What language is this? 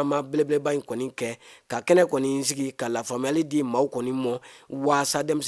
Bambara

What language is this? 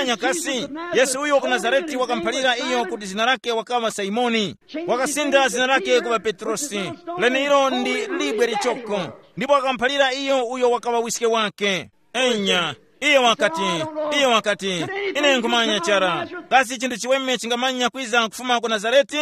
Tumbuka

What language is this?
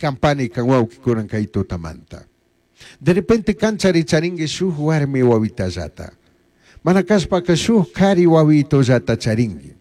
Chimborazo Highland Quichua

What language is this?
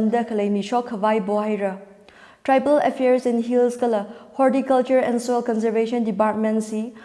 Tangkhul Naga (India)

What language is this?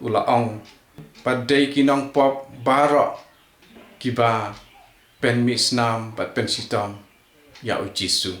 Khasi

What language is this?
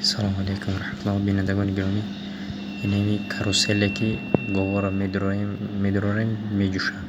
Tajik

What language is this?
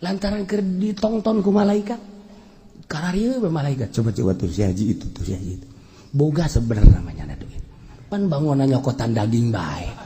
Sundanese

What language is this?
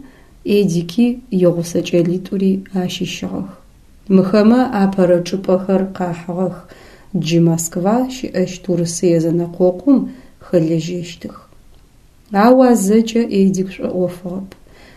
Adyghe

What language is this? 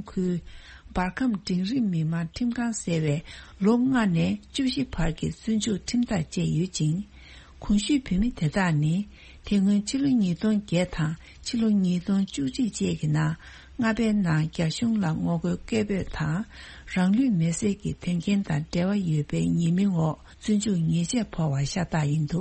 Tibetan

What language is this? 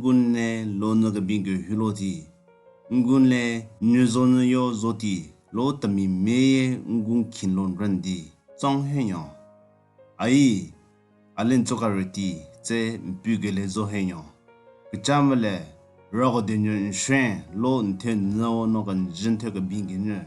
Southern Rengma Naga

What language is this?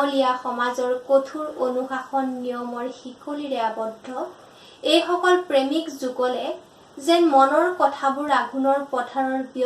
Assamese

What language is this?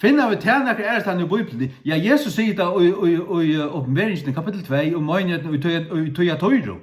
Faroese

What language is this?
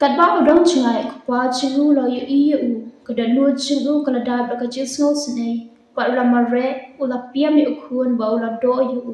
Khasi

